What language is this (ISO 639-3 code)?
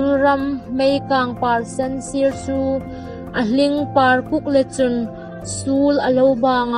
hmr